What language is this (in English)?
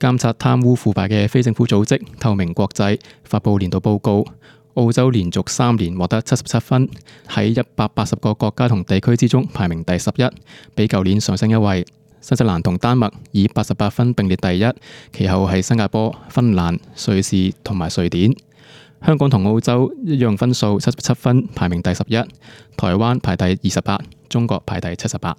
Cantonese